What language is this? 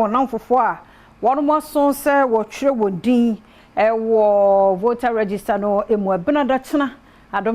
Akan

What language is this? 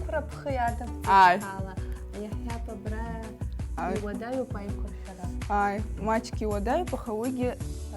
Abkhazian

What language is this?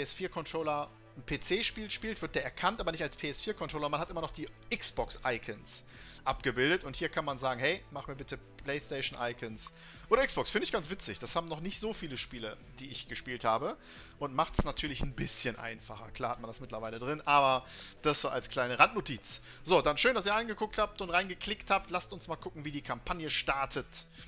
German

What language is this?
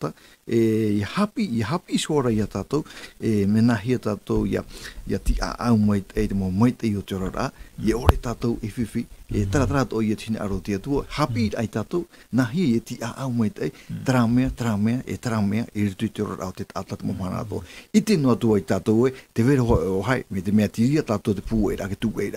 Tahitian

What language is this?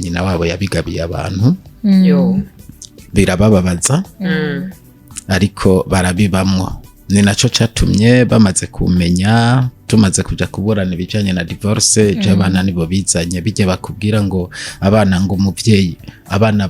Rundi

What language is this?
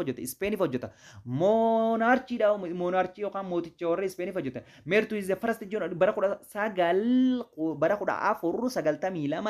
Oromo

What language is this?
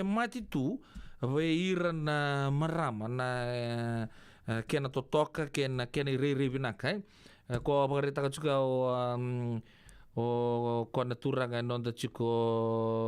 Fijian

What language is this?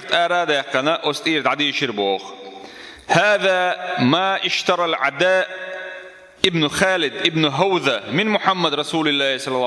Chechen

